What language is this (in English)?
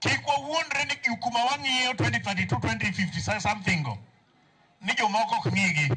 Luo (Kenya and Tanzania)